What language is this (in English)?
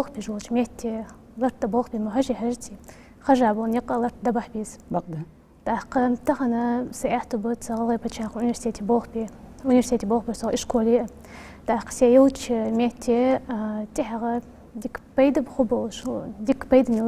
Ingush